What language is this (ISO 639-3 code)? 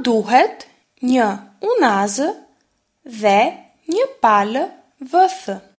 sqi